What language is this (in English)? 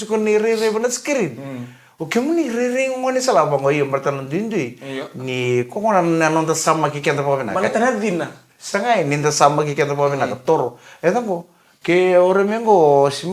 Fijian